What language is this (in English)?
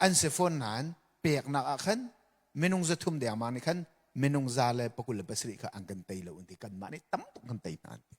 Hakha Chin